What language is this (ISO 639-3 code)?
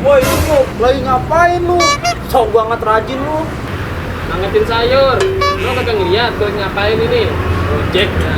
bew